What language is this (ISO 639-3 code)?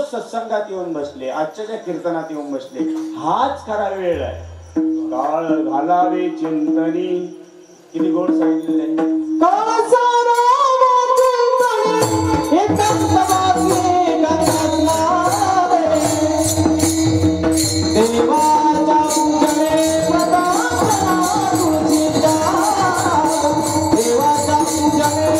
mar